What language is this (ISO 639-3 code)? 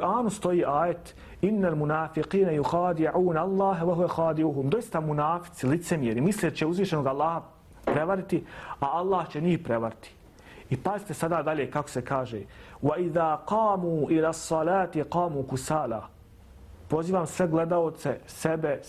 bos